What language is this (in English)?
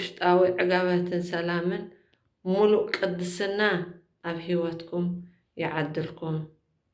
Tigrinya